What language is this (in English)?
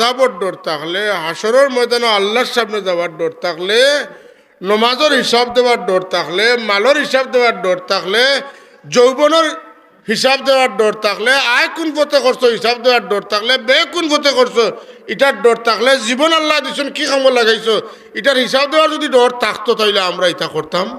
Sylheti